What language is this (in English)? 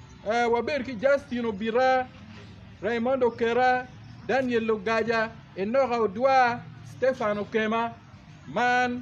Acoli